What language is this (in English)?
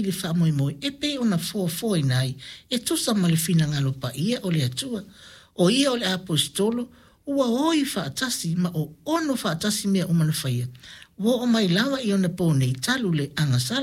Samoan